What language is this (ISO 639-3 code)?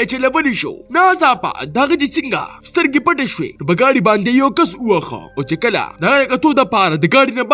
pus